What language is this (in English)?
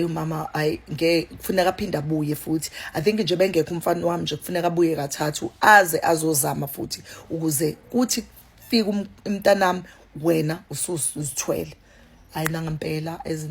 Zulu